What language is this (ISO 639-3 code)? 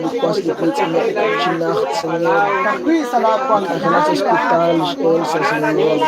kek